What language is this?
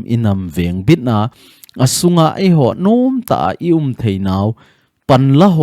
Thado Chin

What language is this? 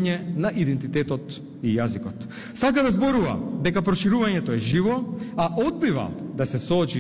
Macedonian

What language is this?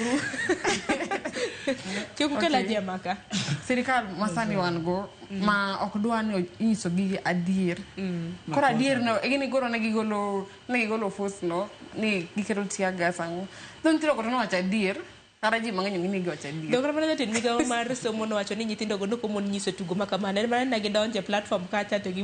Luo (Kenya and Tanzania)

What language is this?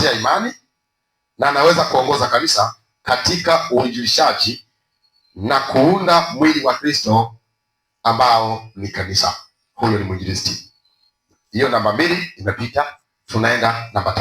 Swahili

